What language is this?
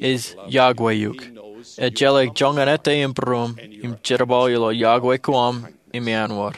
Marshallese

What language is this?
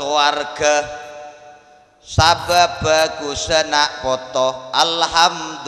Malay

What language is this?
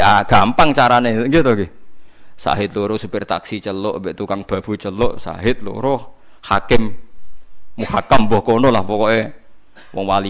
Javanese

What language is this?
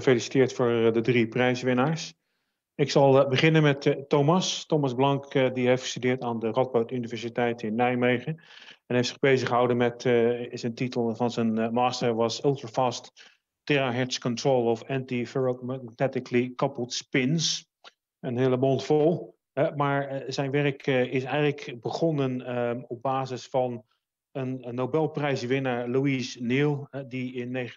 Dutch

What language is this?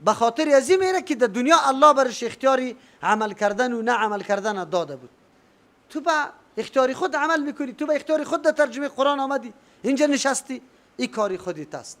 Persian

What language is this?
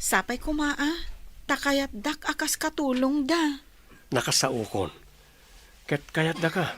Iloko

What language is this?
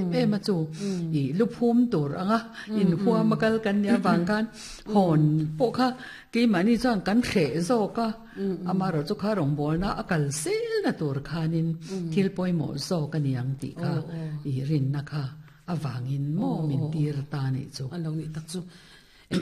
Mizo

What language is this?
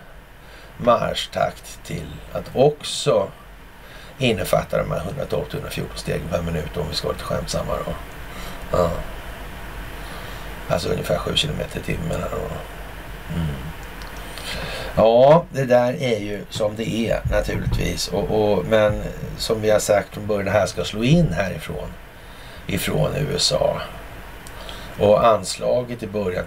Swedish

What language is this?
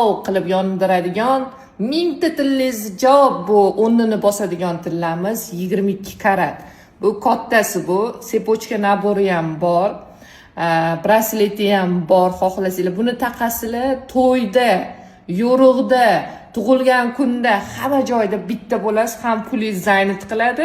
Uzbek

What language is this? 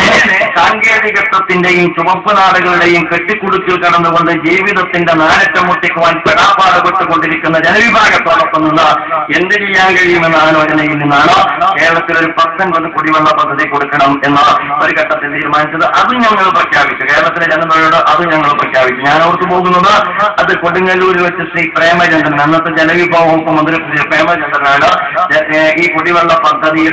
Malayalam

